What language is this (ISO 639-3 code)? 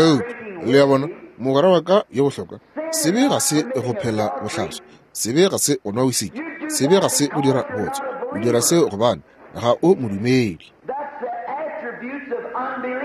nso